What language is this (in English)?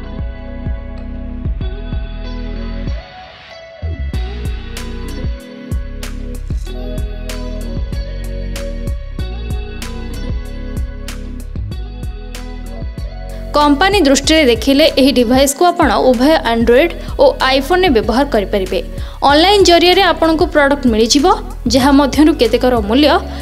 Odia